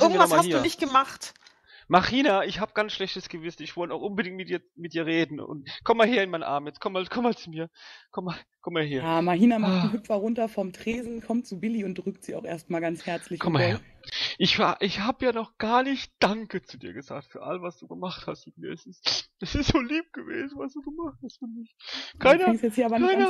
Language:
German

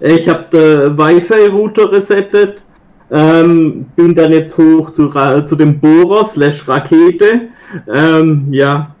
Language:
Swiss German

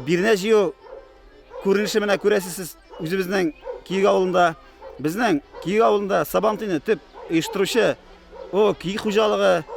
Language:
Tatar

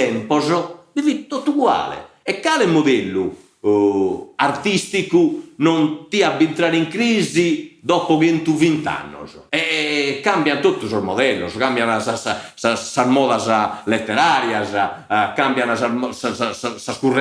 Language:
Sardinian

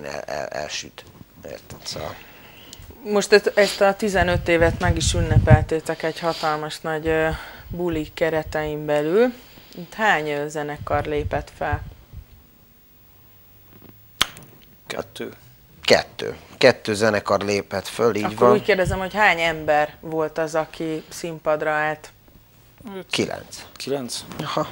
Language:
Hungarian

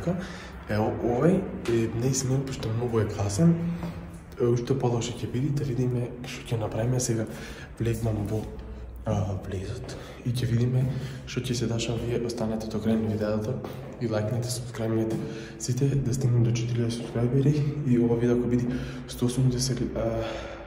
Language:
Macedonian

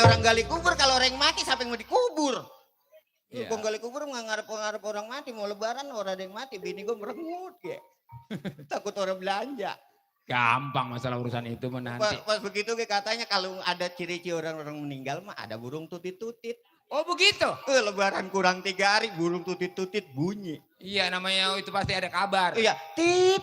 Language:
Betawi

